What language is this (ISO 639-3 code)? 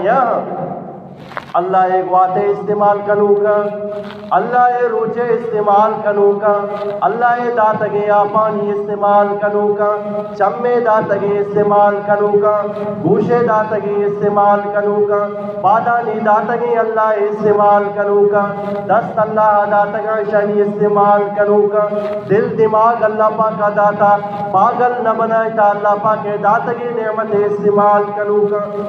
bgp